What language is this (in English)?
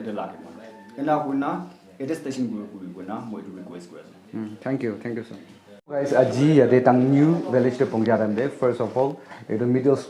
Naga Pidgin